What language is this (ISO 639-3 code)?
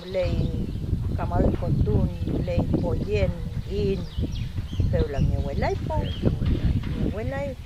arn